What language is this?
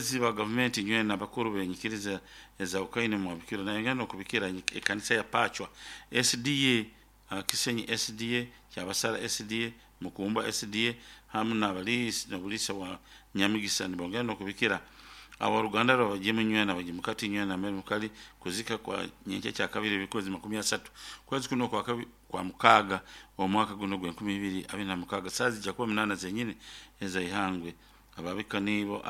Nyoro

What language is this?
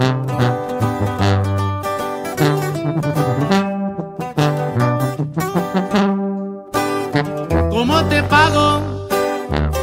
Spanish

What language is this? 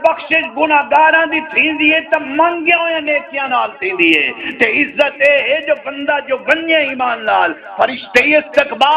Saraiki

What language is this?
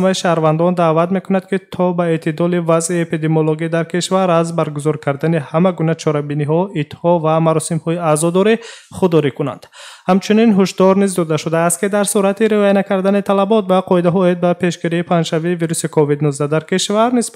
Tajik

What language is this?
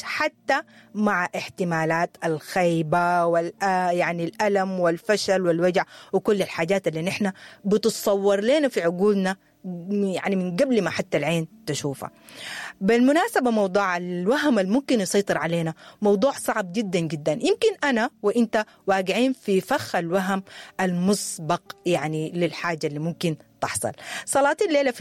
Sudanese Arabic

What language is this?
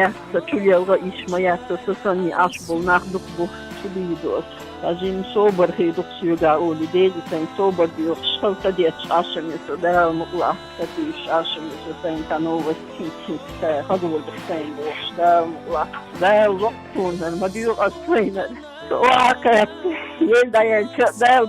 Chechen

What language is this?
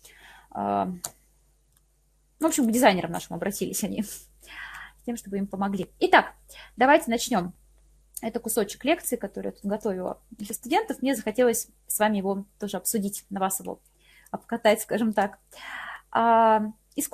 Russian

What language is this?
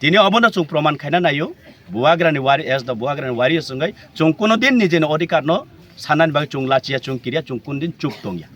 Kok Borok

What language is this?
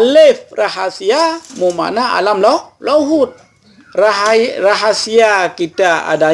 Achinese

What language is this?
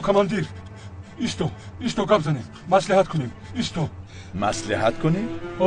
Tajik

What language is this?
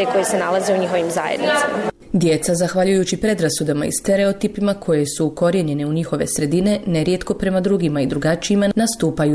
Bosnian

